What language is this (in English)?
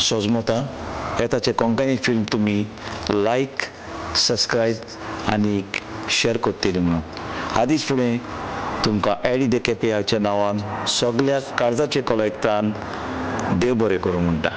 Konkani